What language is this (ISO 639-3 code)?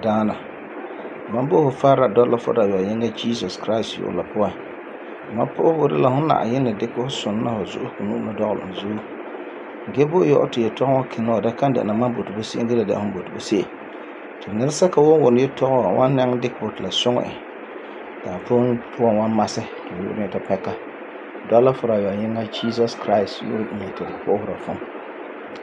gur